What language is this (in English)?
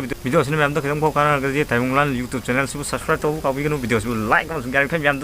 Manipuri